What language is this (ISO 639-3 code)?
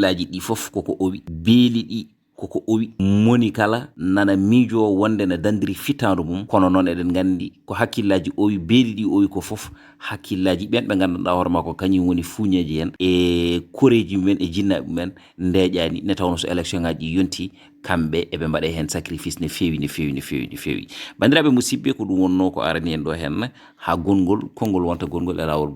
ful